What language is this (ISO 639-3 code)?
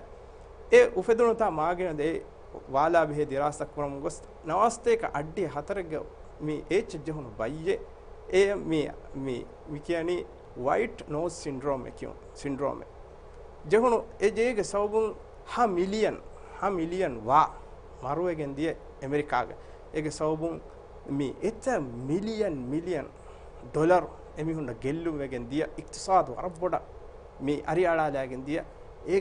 div